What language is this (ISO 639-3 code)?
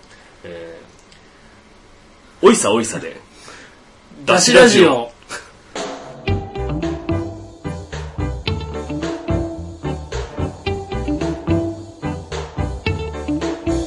jpn